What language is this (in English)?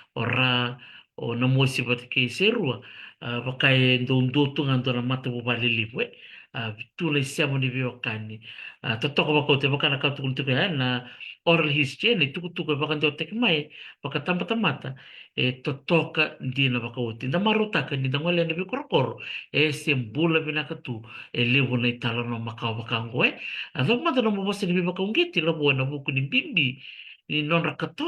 Fijian